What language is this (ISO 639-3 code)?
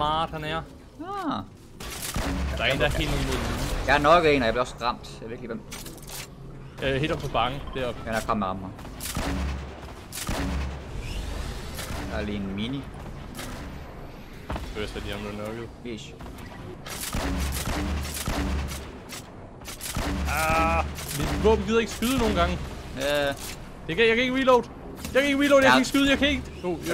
dan